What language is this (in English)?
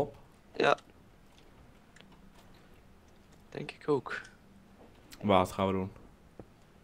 Dutch